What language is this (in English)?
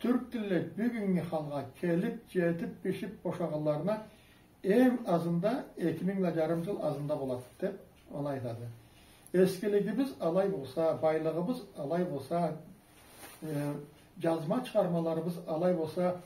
Karachay-Balkar